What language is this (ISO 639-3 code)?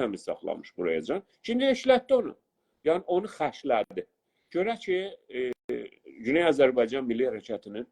azb